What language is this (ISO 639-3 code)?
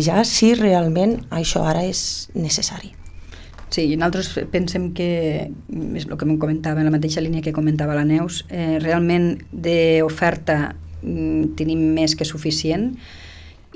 cat